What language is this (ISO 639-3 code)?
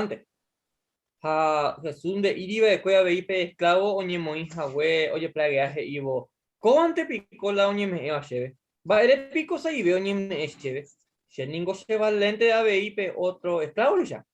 grn